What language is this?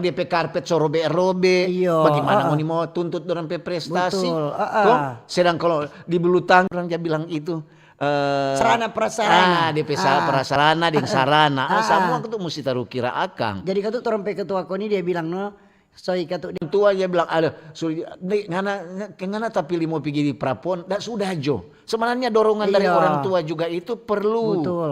Manado Malay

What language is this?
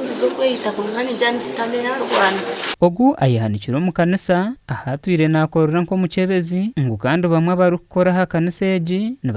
Nyankole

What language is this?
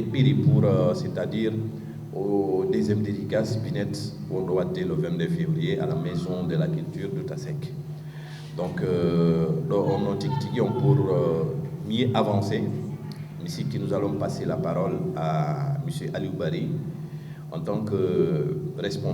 Fula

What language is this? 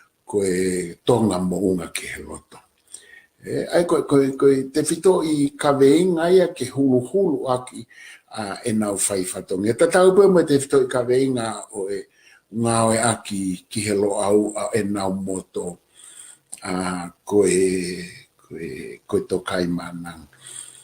Tongan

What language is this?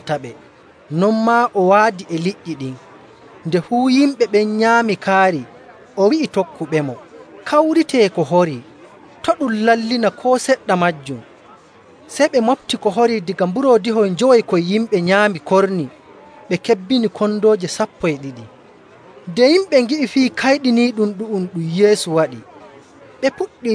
Nigerian Fulfulde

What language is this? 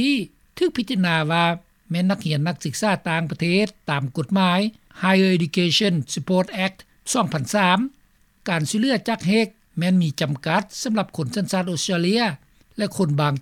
Lao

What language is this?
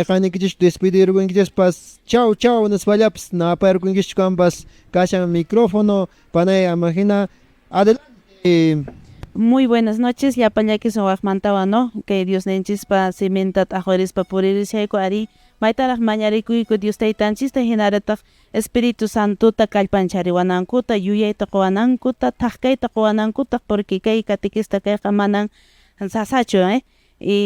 Quechua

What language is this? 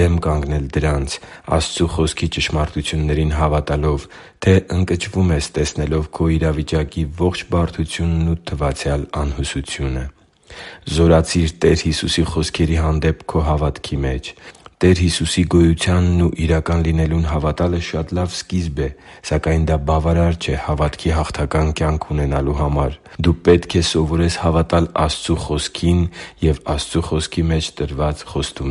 Armenian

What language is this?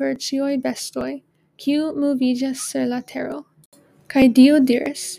Esperanto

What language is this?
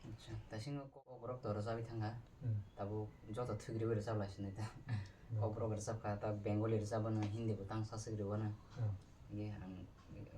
Kok Borok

